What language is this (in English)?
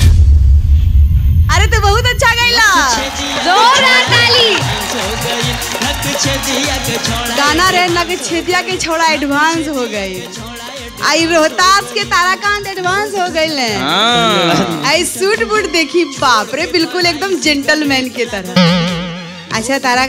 Bhojpuri